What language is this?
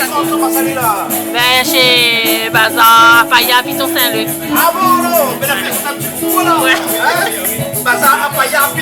Réunion Creole French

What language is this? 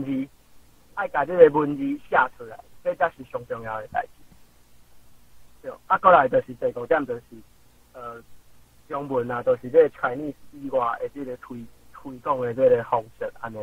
Min Nan Chinese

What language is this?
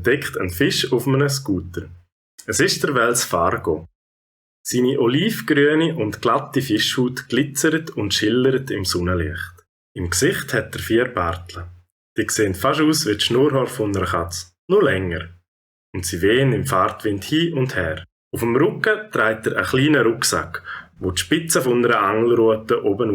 Swiss German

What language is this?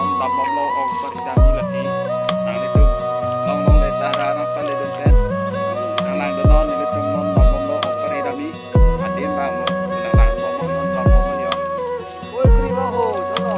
Karbi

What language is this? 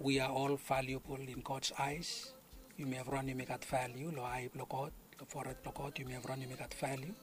Bislama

